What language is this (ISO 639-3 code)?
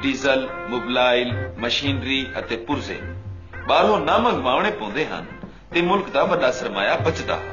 skr